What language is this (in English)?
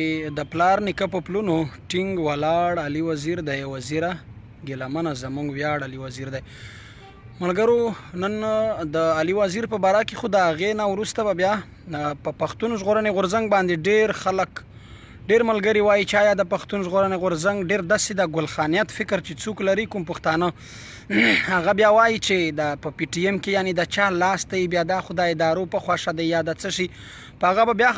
Pashto